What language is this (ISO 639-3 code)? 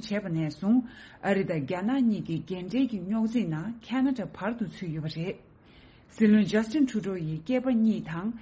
bod